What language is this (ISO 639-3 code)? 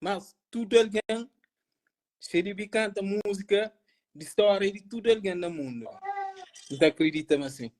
kea